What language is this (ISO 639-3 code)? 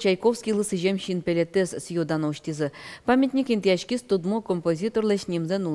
udm